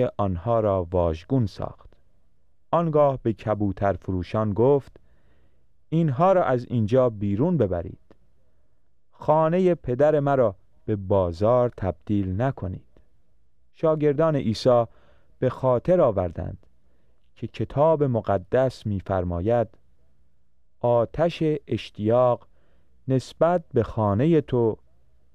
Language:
Persian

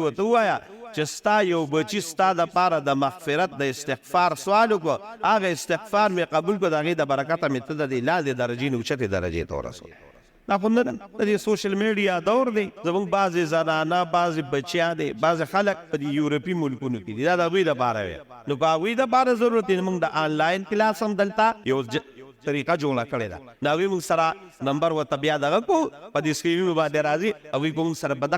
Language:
Pashto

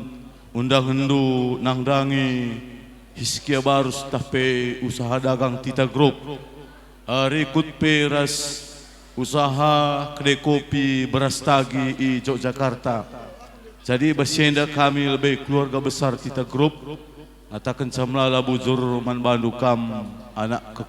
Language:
Batak Karo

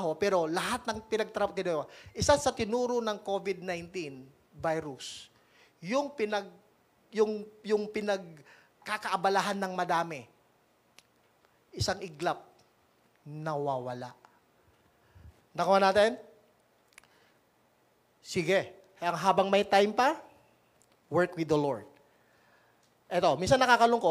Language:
Filipino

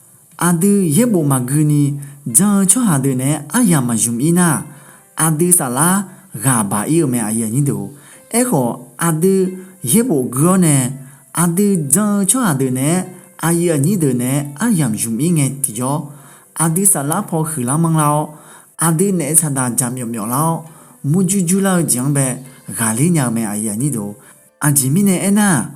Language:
Akha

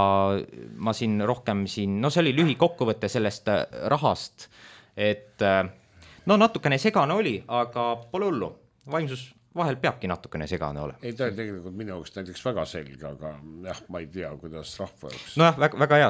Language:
Estonian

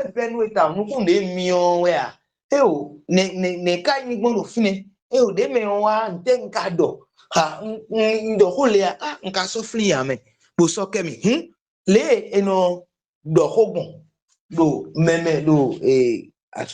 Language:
Fon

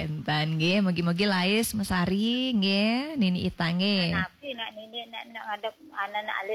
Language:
Balinese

